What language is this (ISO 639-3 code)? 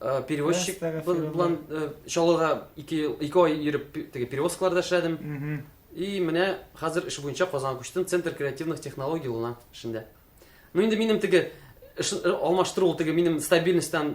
tat